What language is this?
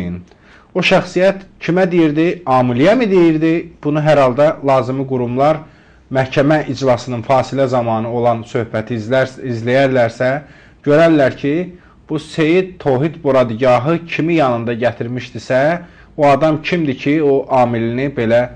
Azerbaijani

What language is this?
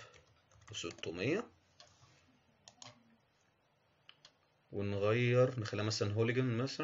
Egyptian Arabic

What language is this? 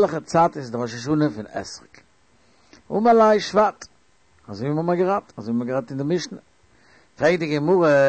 Yiddish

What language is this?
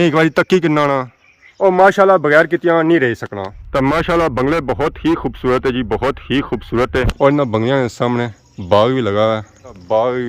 Pahari-Potwari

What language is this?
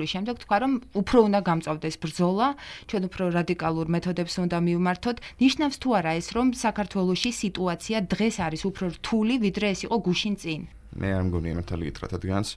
Georgian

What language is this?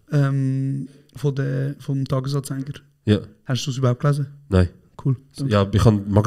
Swiss German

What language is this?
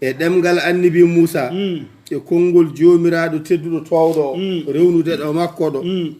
Fula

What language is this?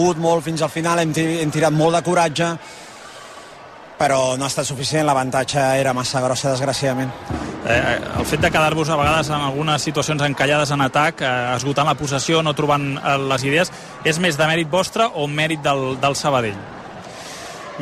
Catalan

